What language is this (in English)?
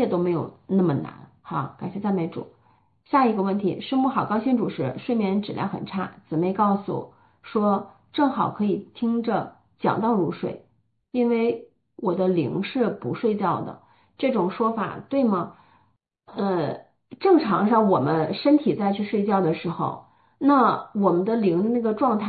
Chinese